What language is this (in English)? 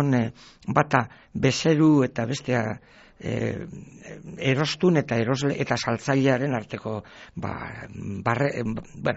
Basque